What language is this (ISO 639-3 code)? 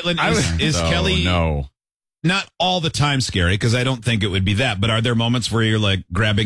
eng